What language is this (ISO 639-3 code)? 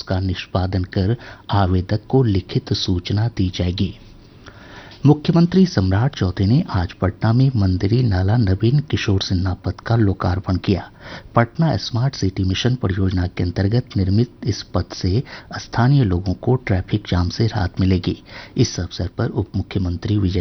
hin